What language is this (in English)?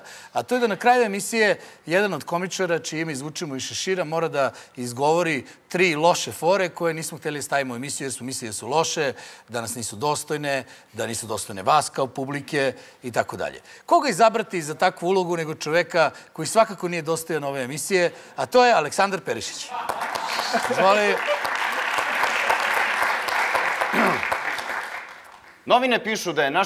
Serbian